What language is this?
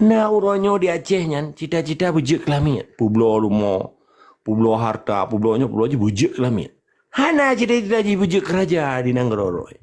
Achinese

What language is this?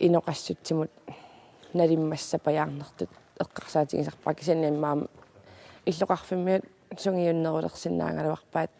Kalaallisut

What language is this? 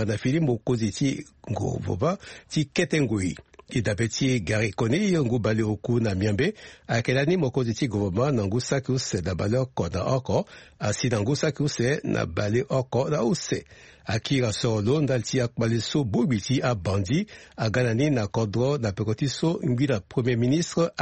Sango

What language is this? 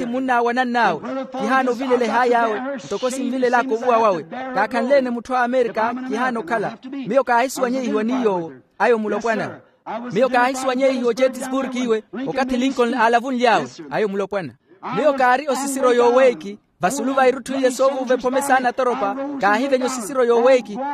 Makhuwa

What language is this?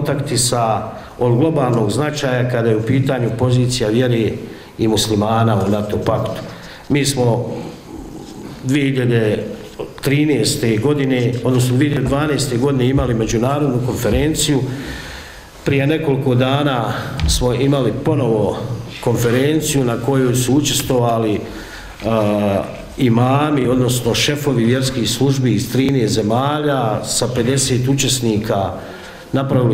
Bosnian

